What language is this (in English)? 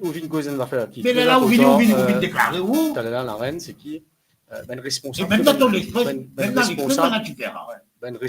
Morisyen